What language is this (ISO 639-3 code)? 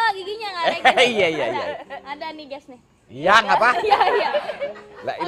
bew